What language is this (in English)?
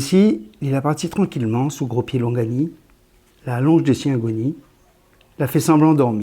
Réunion Creole French